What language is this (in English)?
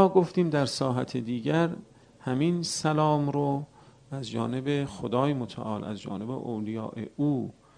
Persian